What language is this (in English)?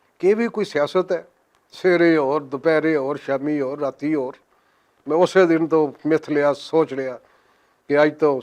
Western Panjabi